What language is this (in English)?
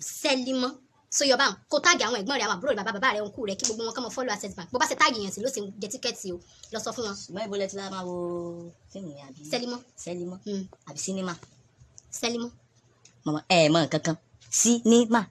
Yoruba